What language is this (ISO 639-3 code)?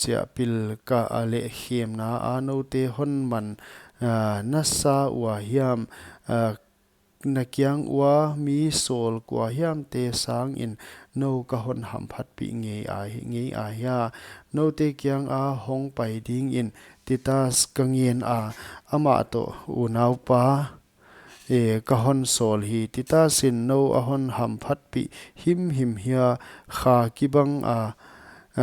pck